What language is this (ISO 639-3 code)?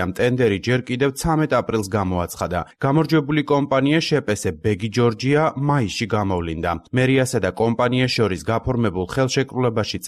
kat